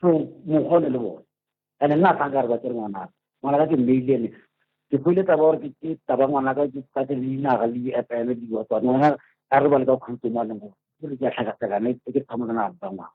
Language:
Northern Sotho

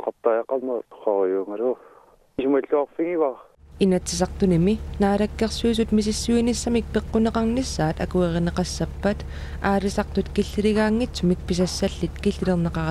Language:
Kalaallisut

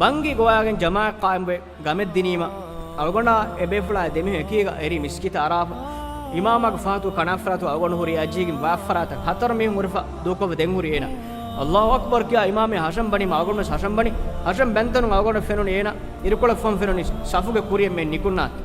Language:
Divehi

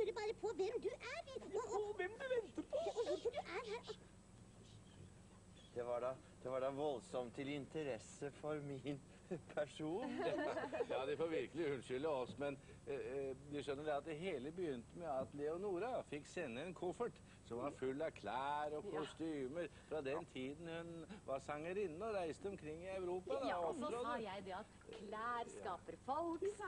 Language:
Norwegian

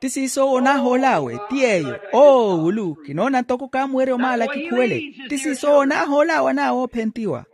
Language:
Makhuwa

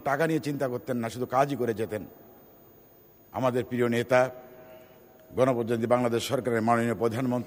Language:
Bangla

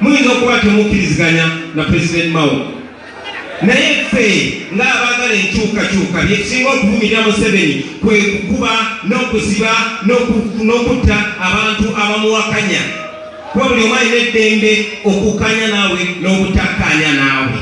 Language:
Ganda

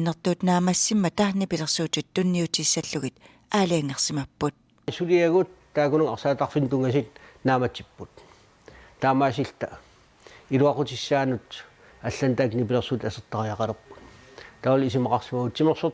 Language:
Kalaallisut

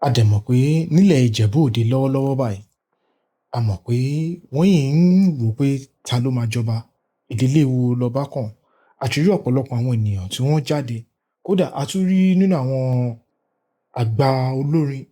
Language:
Yoruba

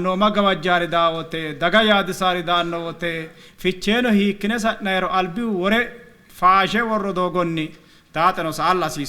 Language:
Sidamo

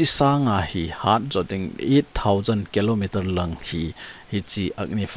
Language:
Thado Chin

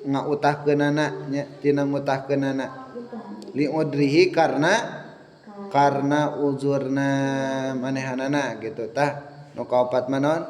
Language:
Sundanese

